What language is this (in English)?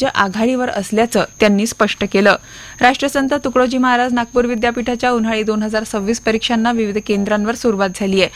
Marathi